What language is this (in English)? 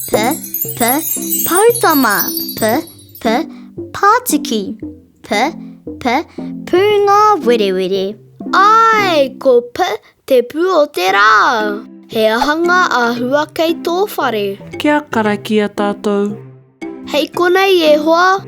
Māori